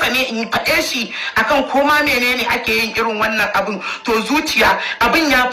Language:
Hausa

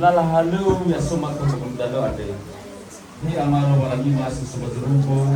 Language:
Nias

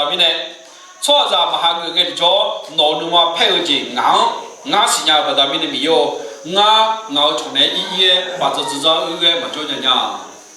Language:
Akha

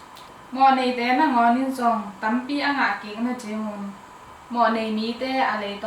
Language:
Tedim Chin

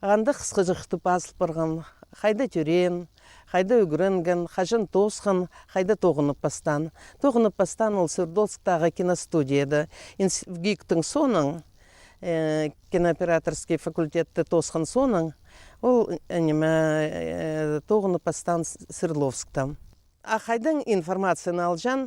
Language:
Khakas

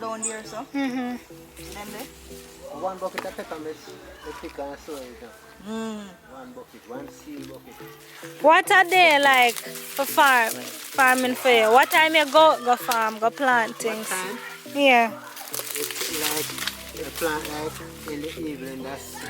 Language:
Jamaican Creole English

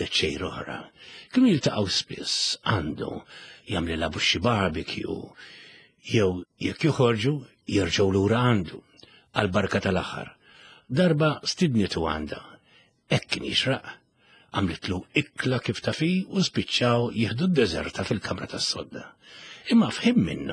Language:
Maltese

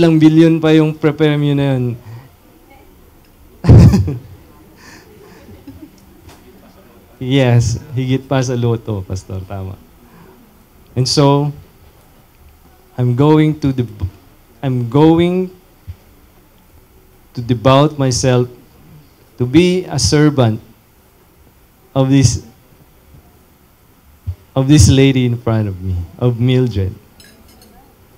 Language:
Filipino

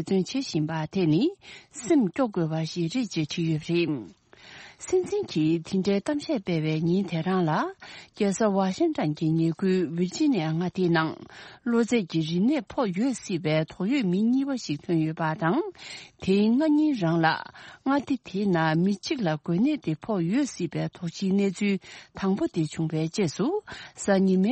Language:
Tibetan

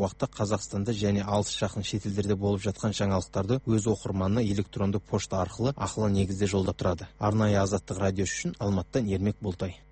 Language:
Kazakh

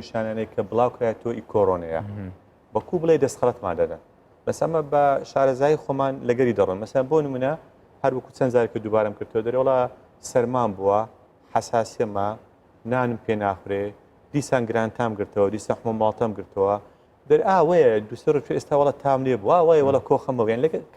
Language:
Central Kurdish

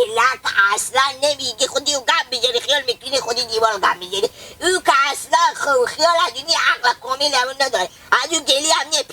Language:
Persian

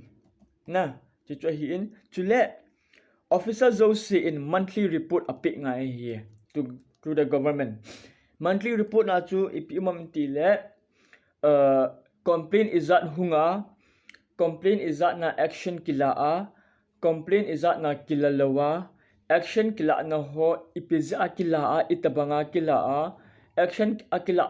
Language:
Thado Chin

